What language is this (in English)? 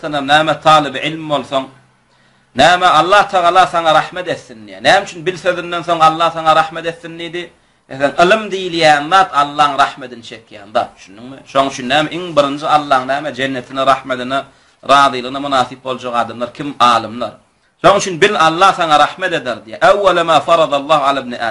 Turkmen